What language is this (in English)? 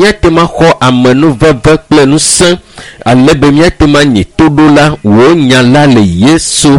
Ewe